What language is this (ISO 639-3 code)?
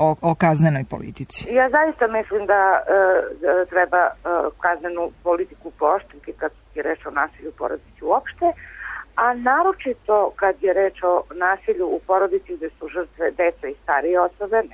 srp